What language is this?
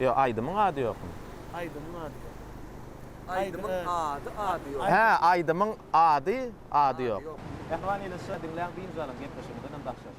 Turkmen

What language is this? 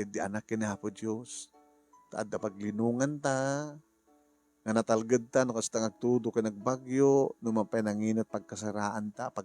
Iloko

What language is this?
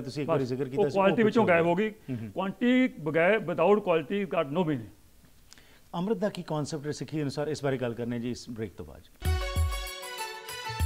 Punjabi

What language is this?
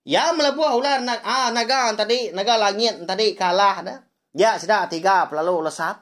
Iban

